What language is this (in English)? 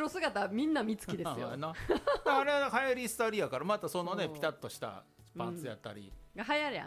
Japanese